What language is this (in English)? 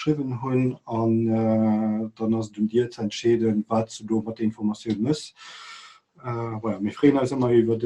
Luxembourgish